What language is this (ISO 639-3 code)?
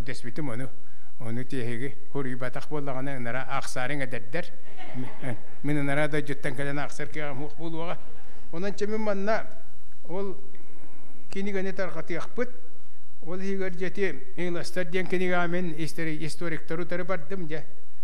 sah